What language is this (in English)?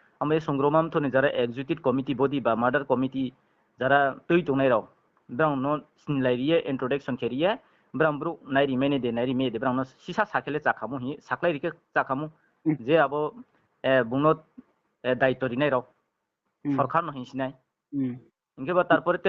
Riang (India)